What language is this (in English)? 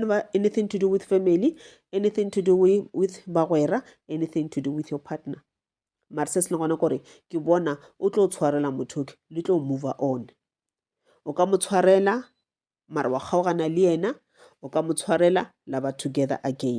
Northern Sotho